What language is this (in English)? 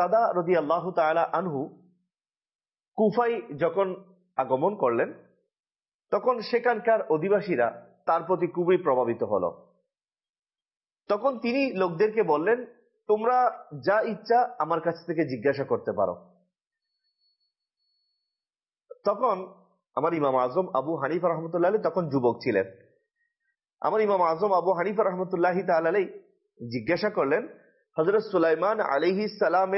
Bangla